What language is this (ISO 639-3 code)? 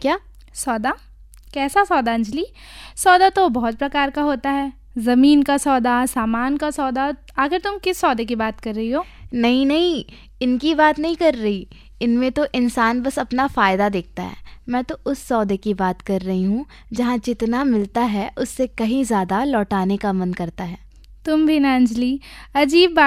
hin